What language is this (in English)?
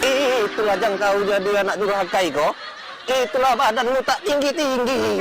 Musi